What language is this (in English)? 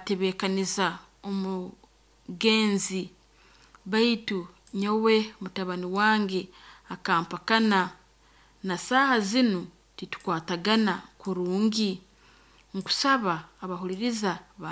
Nyoro